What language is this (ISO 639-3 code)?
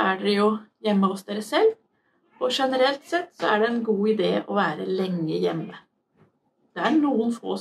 nor